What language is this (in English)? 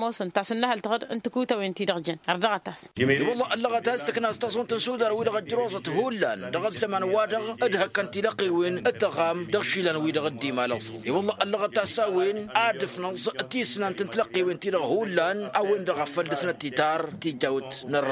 Tamasheq